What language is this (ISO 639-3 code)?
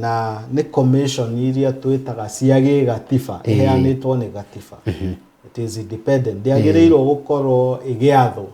kik